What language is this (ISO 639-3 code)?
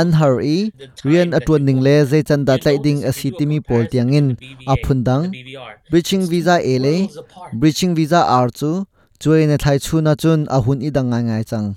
cnh